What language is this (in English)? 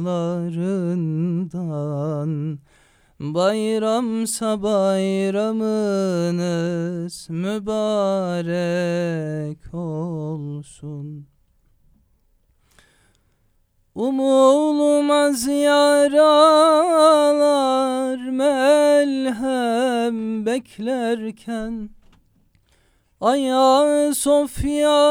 Turkish